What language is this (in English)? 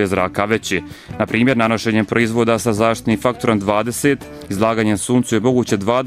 Bosnian